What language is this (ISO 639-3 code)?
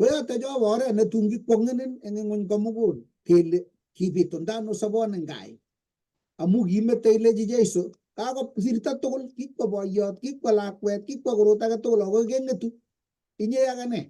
kln